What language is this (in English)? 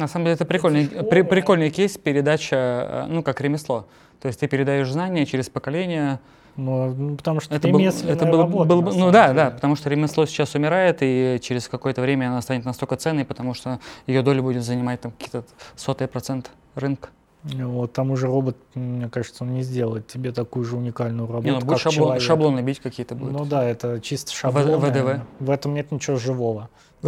Russian